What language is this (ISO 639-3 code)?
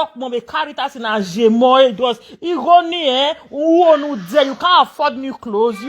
pcm